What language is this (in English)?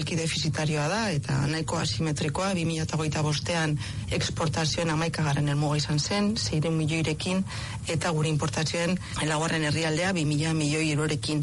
Basque